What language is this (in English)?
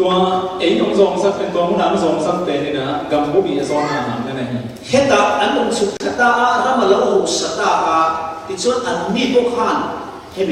Falam Chin